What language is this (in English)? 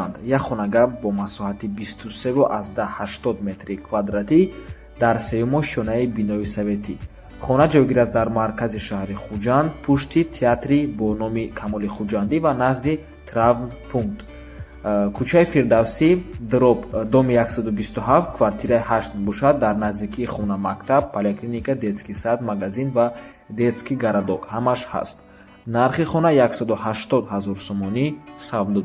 Tajik